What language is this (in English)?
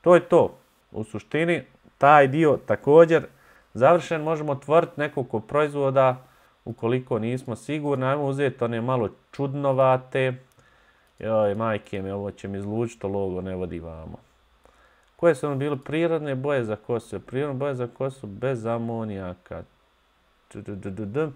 Bosnian